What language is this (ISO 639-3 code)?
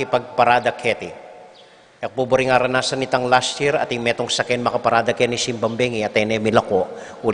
pam